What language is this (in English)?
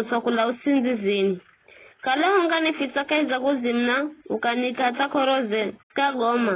Giryama